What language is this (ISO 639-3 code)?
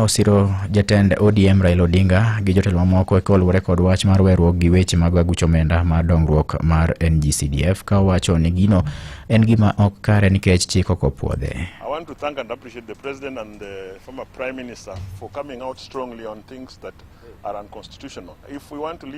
luo